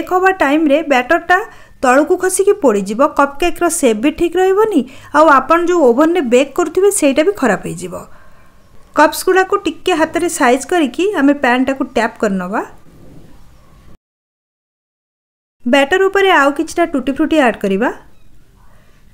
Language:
Odia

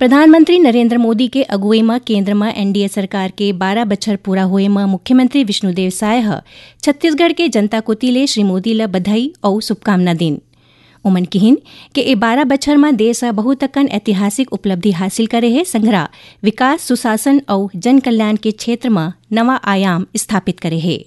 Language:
Chhattisgarhi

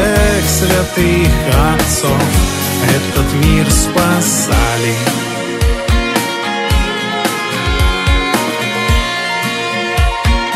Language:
Russian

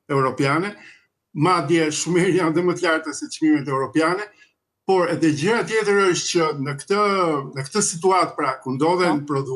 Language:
Albanian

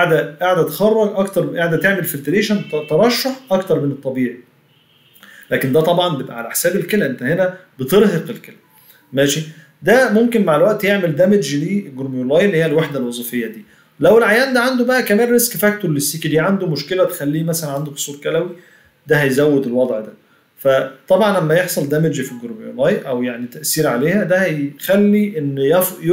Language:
Egyptian Arabic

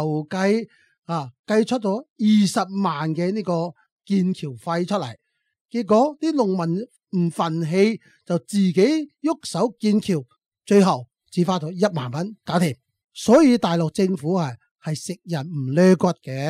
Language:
Cantonese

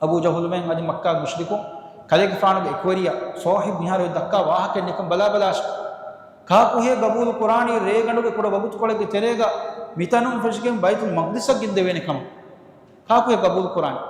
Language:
Divehi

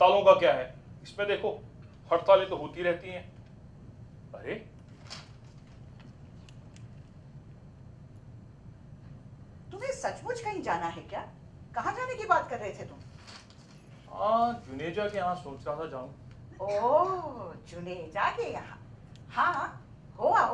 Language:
Hindi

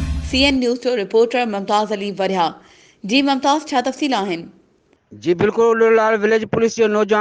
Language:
Sindhi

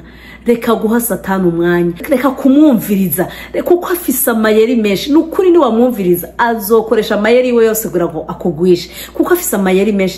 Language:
Rundi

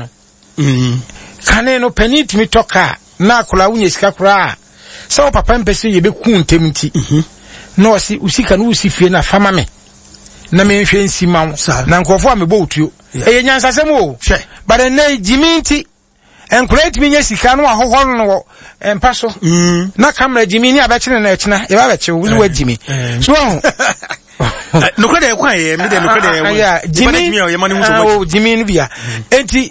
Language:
Akan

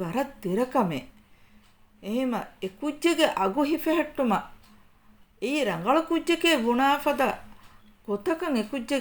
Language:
Divehi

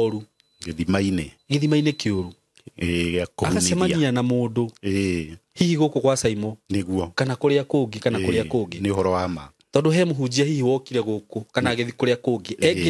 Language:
Kikuyu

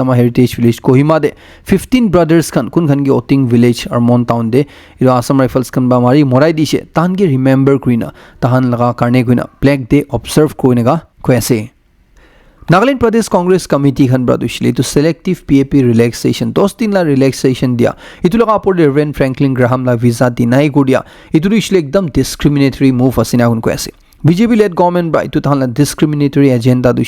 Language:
Naga Pidgin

